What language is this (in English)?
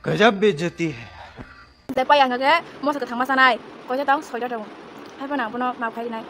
Kok Borok